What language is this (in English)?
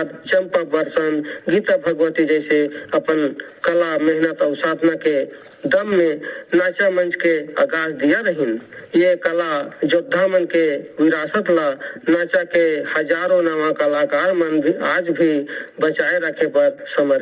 Chhattisgarhi